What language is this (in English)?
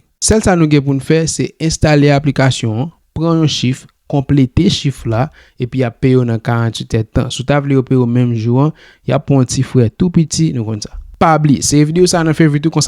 Haitian Creole